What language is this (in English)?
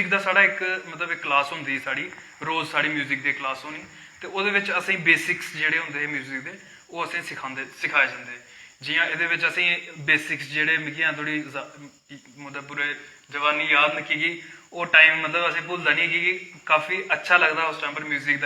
Dogri